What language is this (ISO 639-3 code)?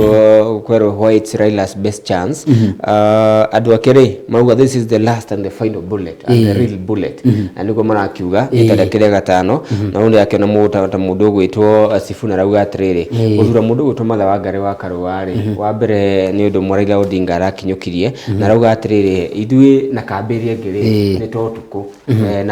kik